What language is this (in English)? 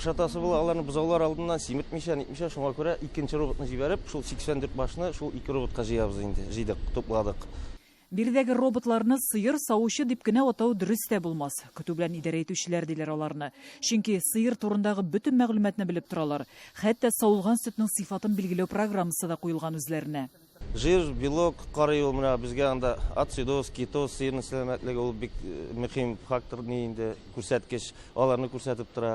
Tatar